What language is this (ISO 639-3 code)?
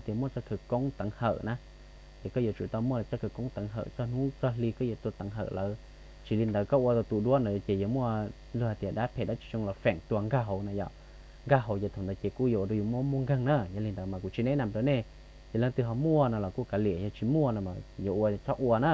hmn